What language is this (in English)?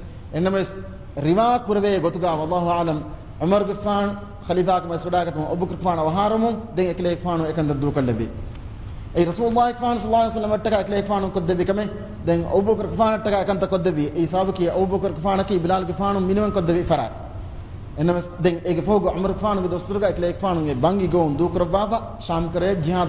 Divehi